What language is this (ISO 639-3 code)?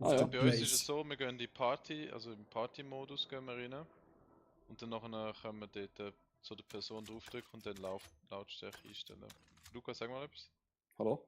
gsw